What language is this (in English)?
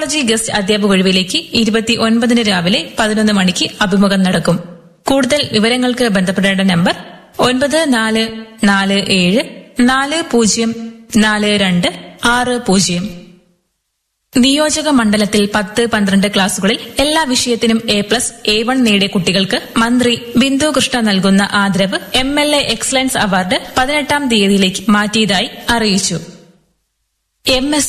Malayalam